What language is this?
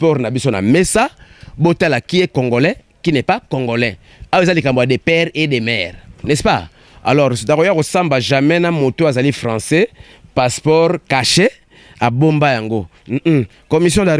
Lingala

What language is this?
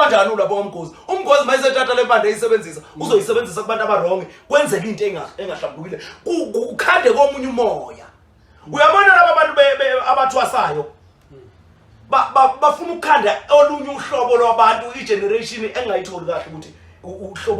Zulu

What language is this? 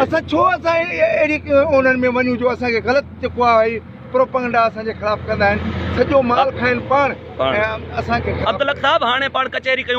Sindhi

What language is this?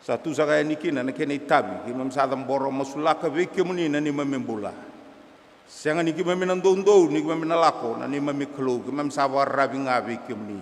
Fijian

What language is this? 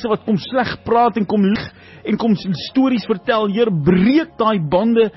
Afrikaans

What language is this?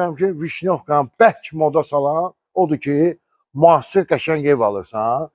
Azerbaijani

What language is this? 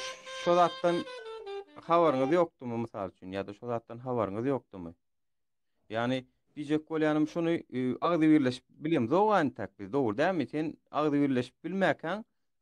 Turkmen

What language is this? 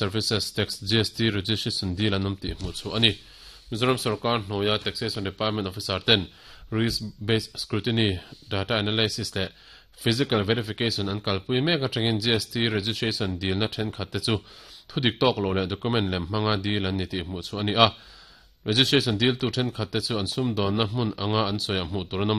Mizo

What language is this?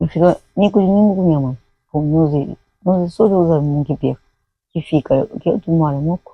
Kabuverdianu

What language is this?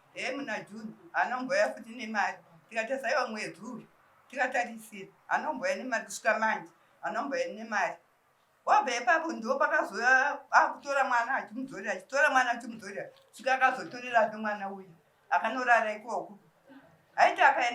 Shona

